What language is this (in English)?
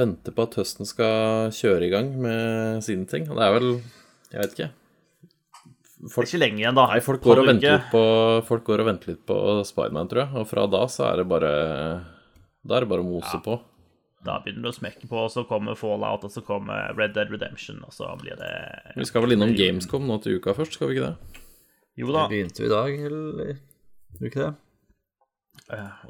Norwegian